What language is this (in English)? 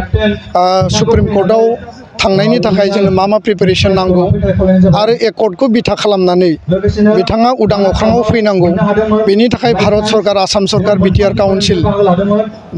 Bodo